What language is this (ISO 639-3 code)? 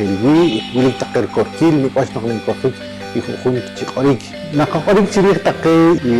poh